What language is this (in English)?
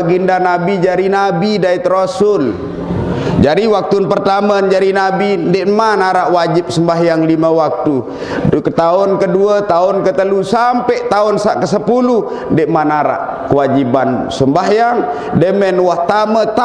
Sasak